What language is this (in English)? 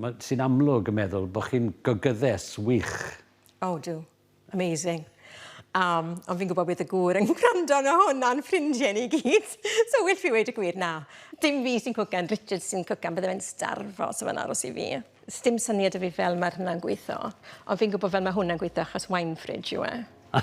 Welsh